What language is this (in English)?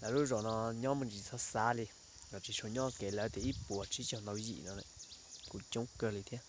Hmong